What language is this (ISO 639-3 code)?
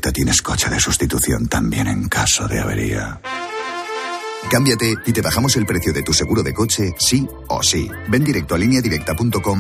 spa